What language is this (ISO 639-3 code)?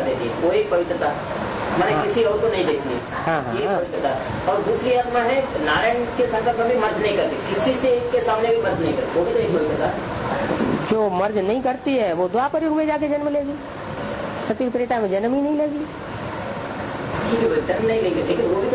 hin